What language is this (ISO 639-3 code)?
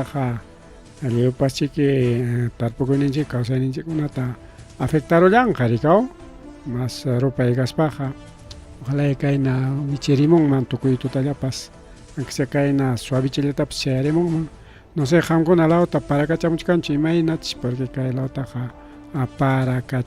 quy